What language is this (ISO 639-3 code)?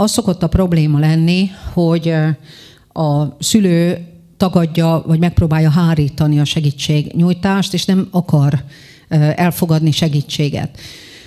hun